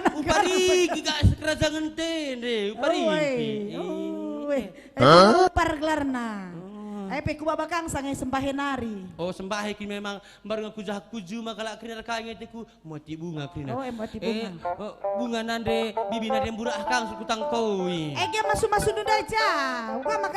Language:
Batak Karo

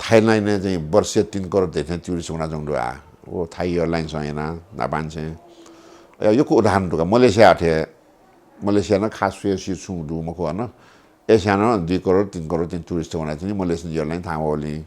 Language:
Newari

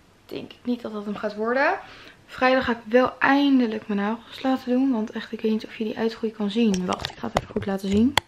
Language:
Dutch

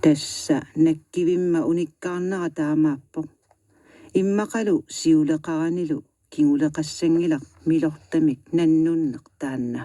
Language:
Kalaallisut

